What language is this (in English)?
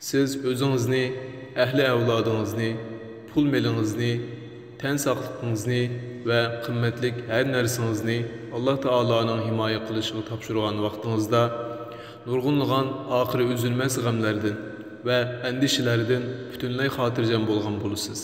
Uyghur